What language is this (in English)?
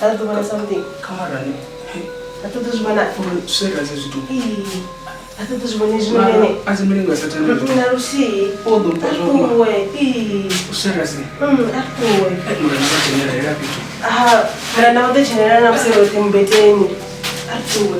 Venda